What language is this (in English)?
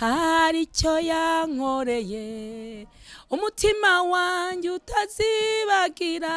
Kinyarwanda